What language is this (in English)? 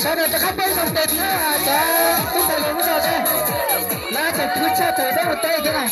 Hmong